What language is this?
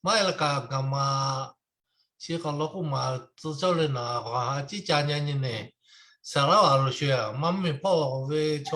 Lahu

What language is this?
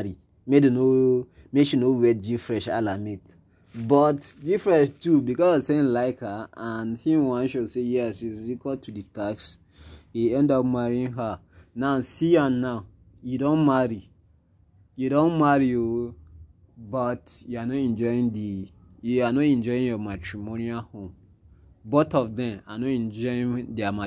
Nigerian Pidgin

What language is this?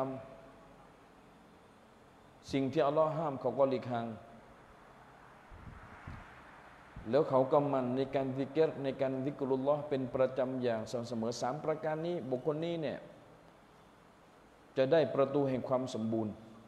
Thai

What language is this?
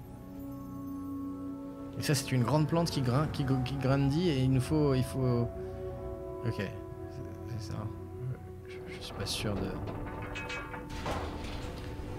French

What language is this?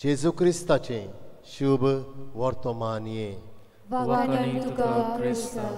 Konkani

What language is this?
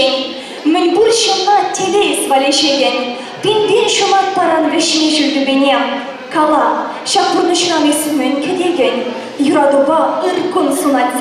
Chuvash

